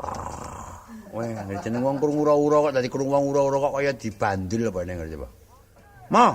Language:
Javanese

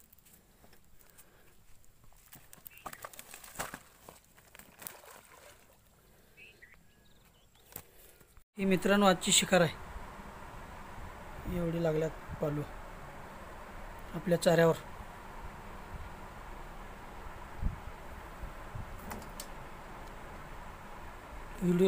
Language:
Marathi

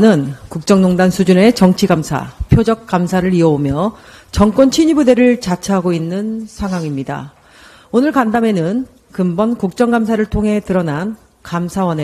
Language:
Korean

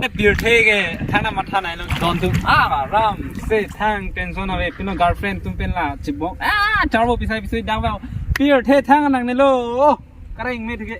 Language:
Karbi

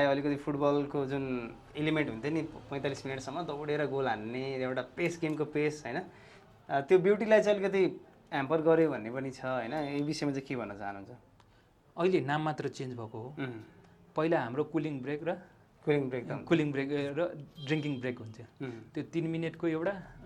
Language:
Nepali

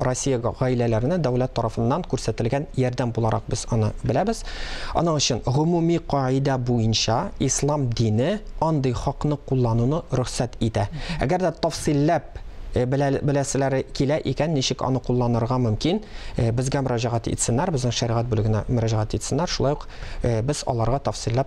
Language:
Tatar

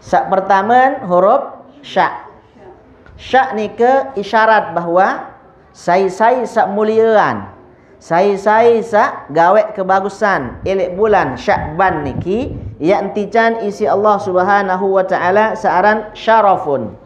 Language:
Sasak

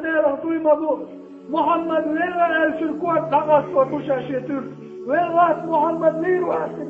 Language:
Chechen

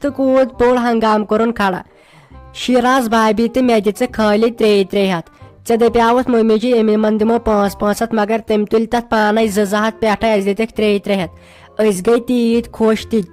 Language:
Kashmiri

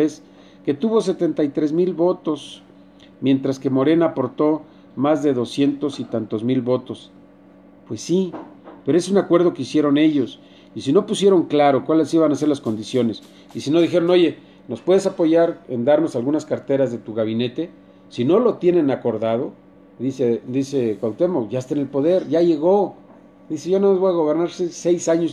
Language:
Spanish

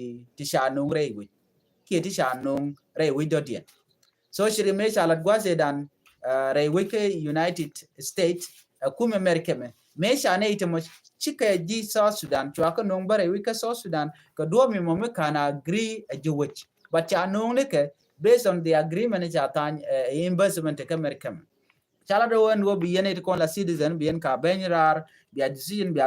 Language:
Nuer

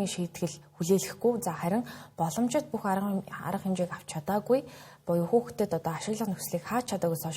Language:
Mongolian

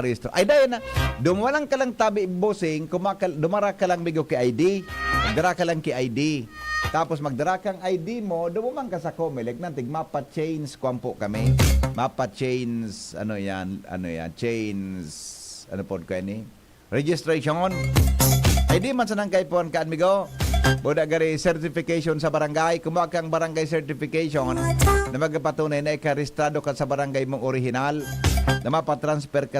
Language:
Bikol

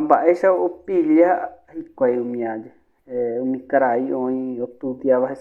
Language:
Guarani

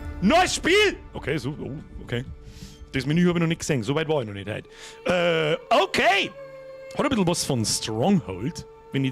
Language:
Bavarian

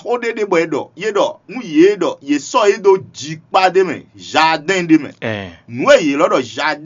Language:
Fon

